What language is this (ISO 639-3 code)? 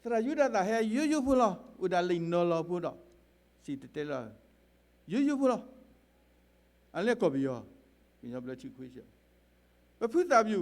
ksw